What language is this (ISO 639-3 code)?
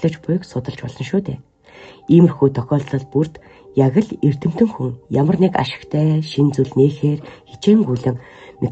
mon